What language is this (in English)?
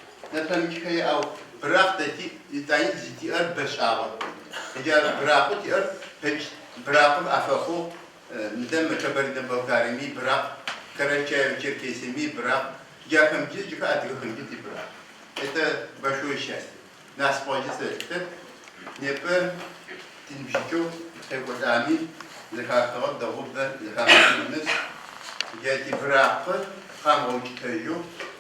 Adyghe